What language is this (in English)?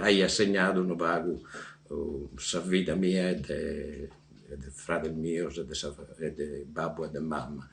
Sardinian